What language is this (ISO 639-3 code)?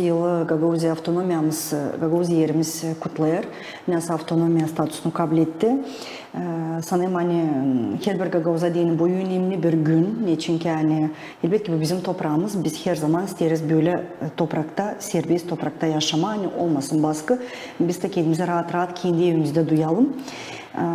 gag